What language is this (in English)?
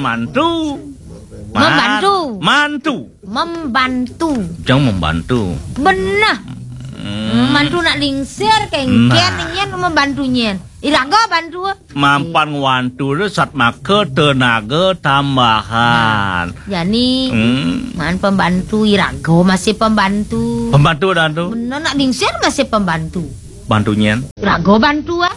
Balinese